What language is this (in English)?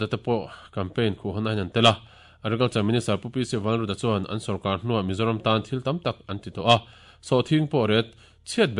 Mizo